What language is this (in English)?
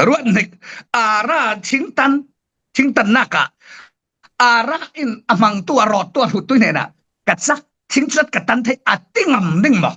Falam Chin